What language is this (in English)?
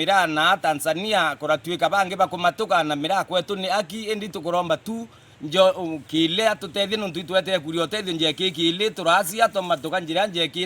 Meru